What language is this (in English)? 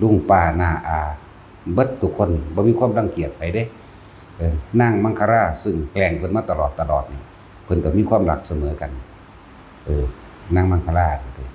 Northeastern Thai